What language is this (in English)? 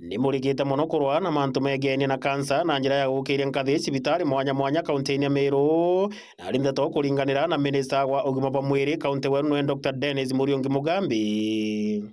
Meru